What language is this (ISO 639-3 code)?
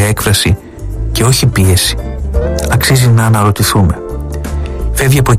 ell